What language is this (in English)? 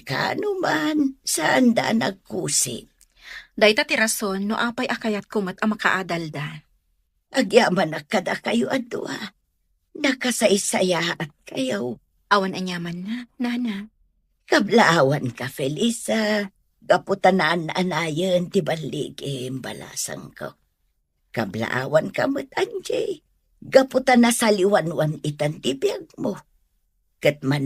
Iloko